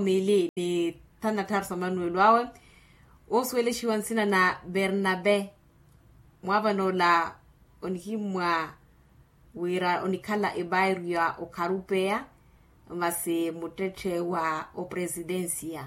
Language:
Makhuwa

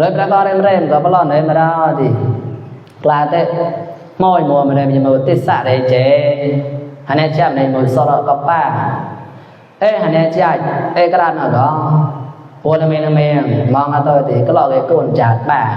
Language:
Mon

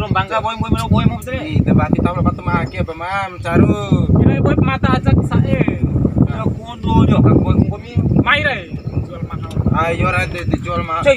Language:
Bima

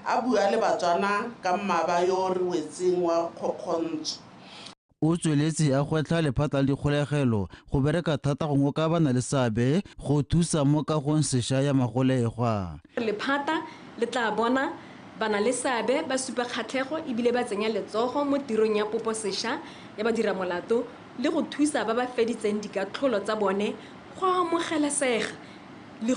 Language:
Tswana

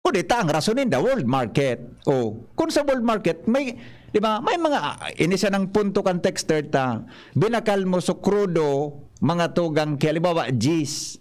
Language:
Bikol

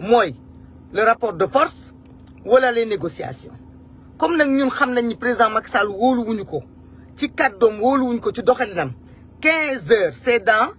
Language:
Wolof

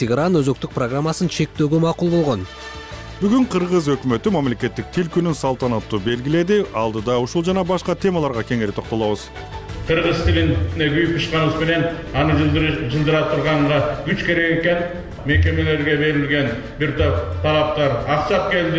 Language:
Kyrgyz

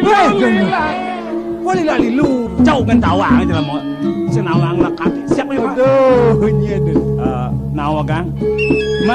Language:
Balinese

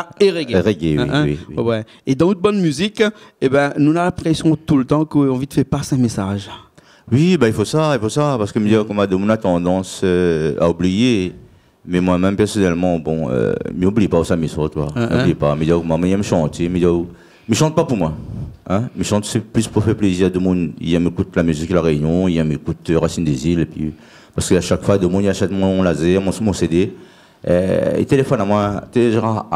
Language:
Réunion Creole French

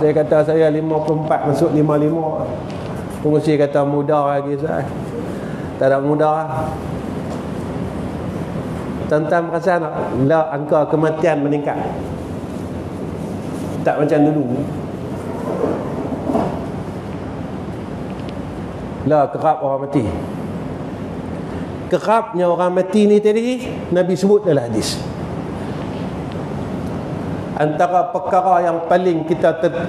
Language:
Malay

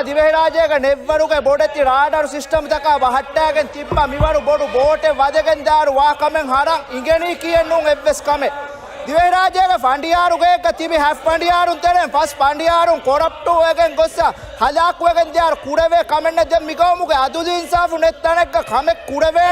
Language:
Divehi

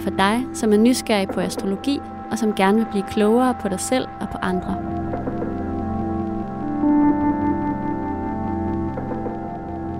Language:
Danish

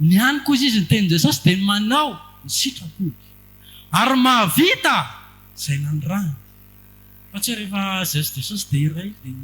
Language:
Malagasy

